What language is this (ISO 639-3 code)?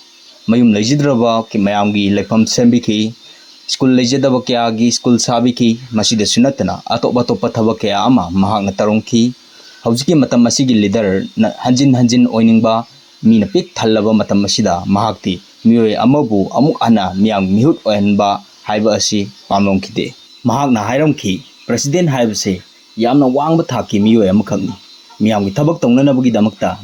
mni